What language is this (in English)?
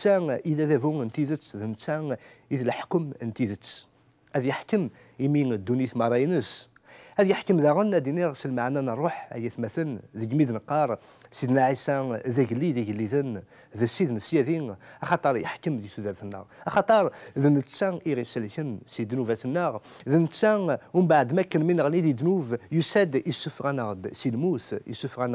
Kabyle